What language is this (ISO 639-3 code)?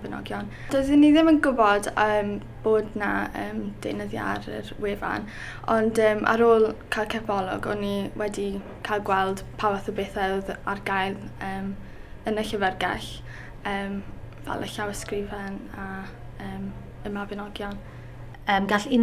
cym